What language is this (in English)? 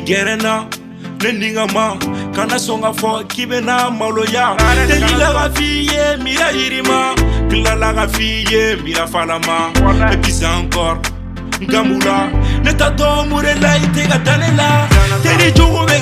Bambara